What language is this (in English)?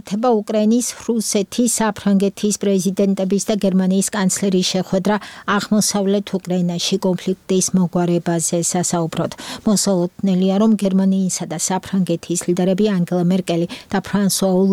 Georgian